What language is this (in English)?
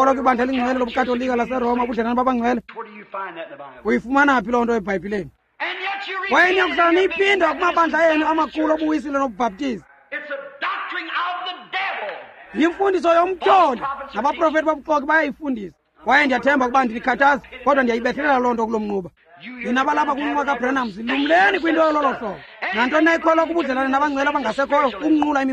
Xhosa